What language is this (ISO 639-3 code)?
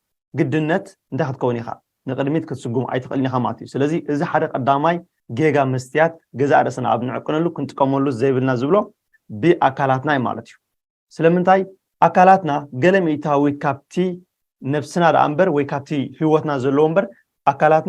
tir